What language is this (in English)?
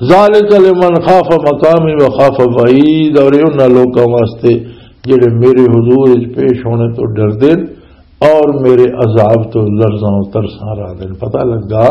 Western Panjabi